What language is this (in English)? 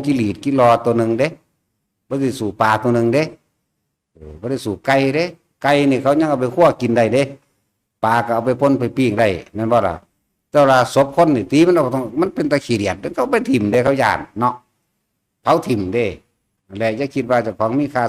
Northeastern Thai